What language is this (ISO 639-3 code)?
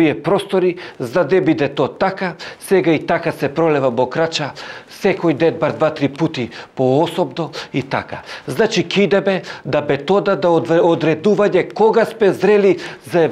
mkd